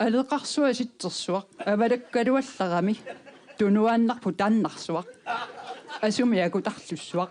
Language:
Kalaallisut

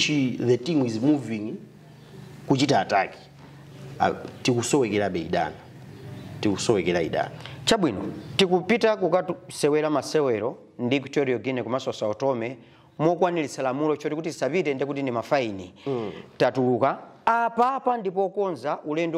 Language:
Nyanja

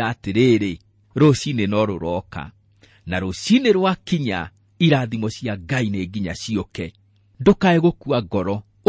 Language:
Kikuyu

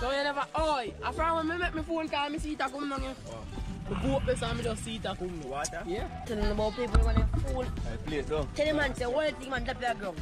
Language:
Jamaican Creole English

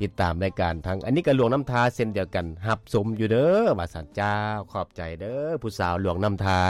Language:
Lao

